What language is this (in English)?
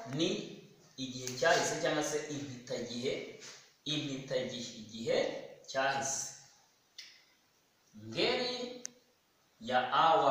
Kinyarwanda